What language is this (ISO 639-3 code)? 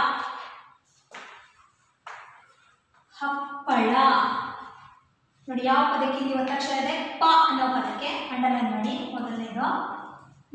kan